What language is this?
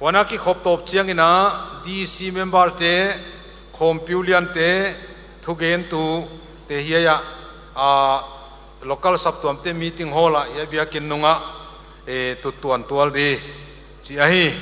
Paite Chin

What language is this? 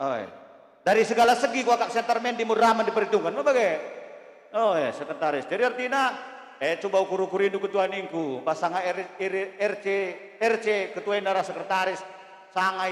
Batak Karo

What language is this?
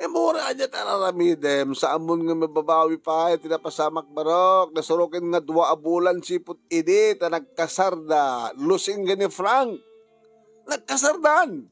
Iloko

